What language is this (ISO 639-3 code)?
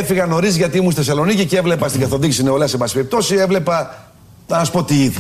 ell